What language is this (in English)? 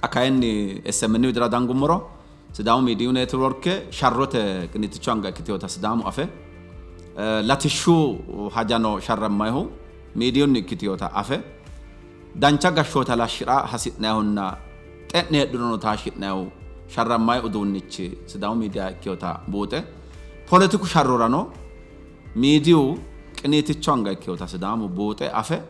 Sidamo